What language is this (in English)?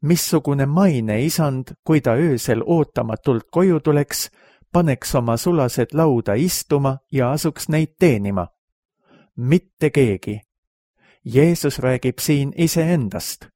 Estonian